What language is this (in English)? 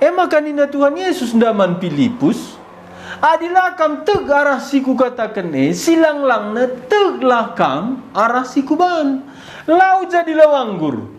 Batak Karo